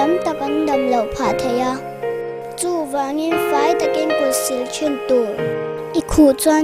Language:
Mizo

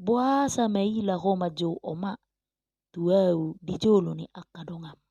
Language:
Batak Toba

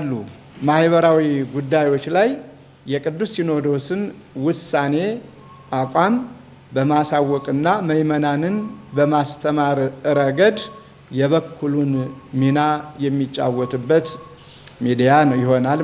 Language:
Amharic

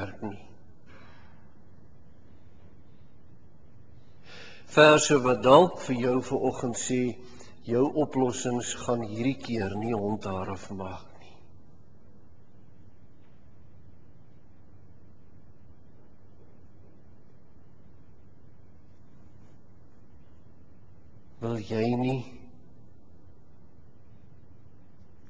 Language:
Afrikaans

